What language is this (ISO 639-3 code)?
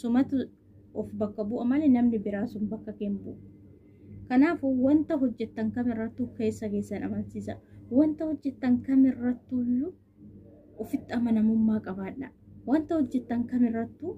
orm